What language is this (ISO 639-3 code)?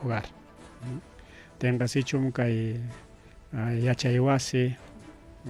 quy